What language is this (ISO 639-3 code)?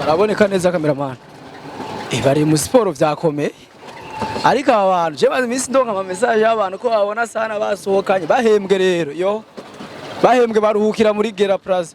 run